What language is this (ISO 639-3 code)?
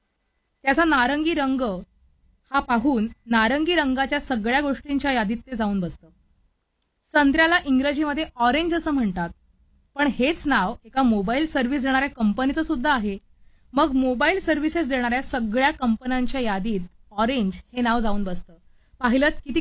mar